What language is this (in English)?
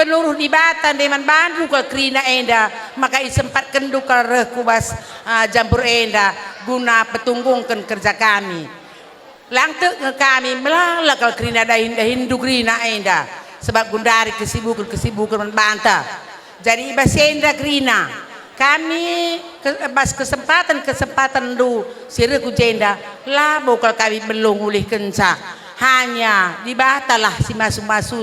Batak Karo